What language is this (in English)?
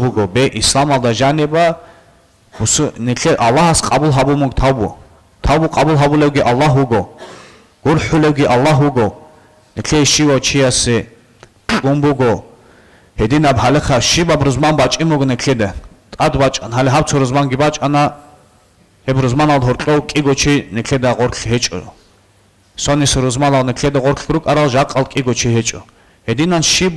Avaric